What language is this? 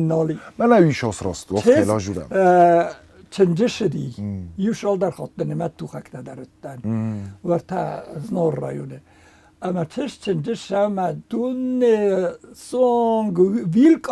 Ossetic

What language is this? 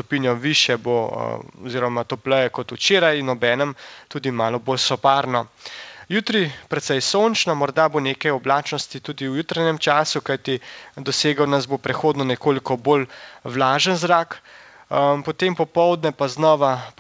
Slovenian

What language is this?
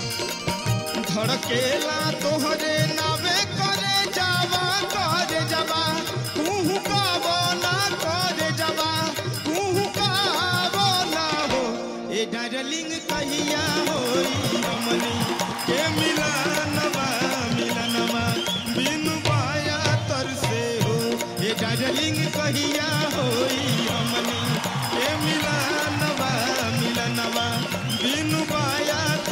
Bhojpuri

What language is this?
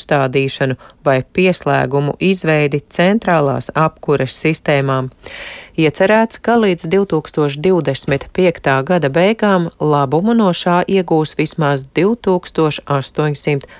Latvian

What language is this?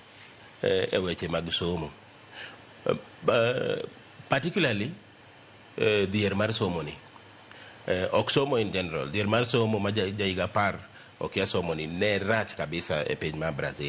Luo (Kenya and Tanzania)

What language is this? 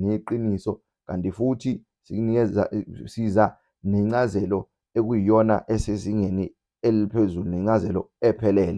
Zulu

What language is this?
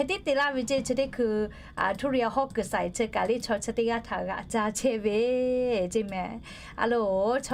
Lahu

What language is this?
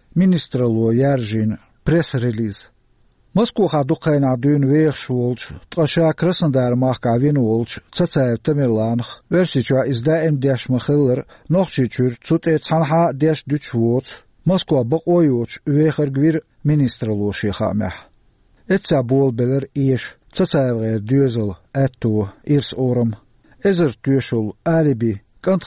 Chechen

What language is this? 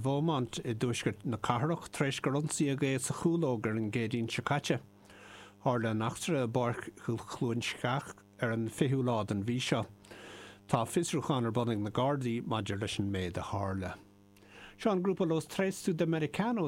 Irish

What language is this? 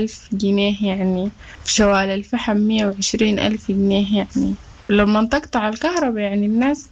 Sudanese Arabic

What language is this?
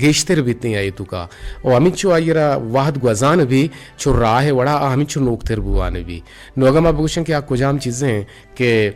Eastern Balochi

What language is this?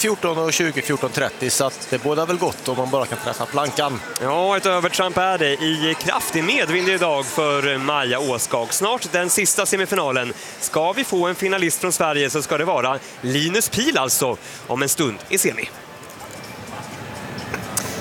Swedish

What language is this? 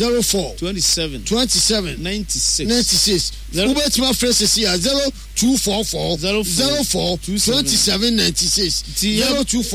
Akan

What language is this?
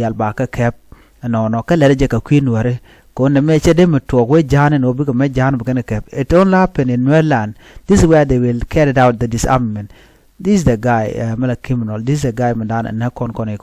Nuer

